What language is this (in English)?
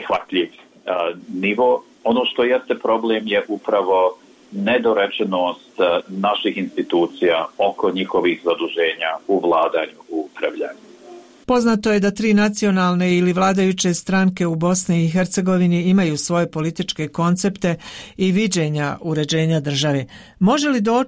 Bosnian